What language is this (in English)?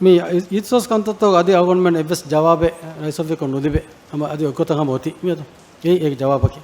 Divehi